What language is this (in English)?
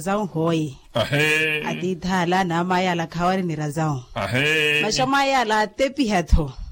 Makhuwa